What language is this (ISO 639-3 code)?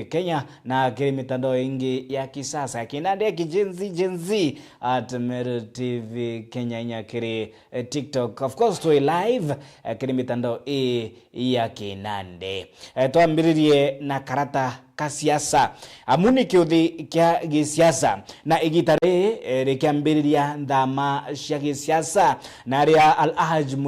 mer